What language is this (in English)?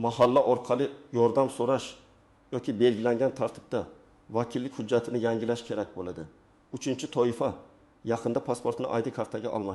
Uzbek